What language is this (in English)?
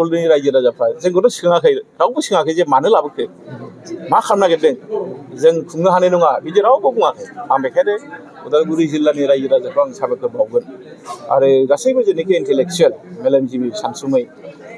Bodo